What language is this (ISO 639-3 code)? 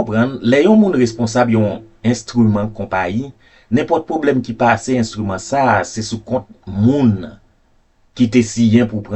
hat